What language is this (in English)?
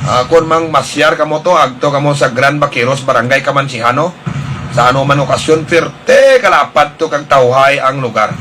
Hiligaynon